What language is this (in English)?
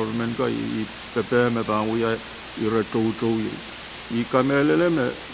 Pohnpeian